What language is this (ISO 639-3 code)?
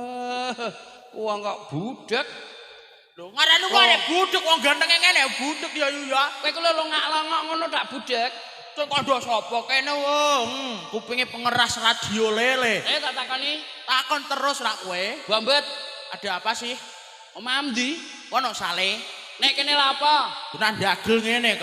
jav